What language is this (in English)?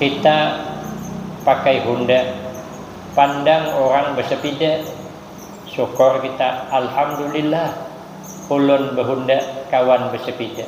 Banjar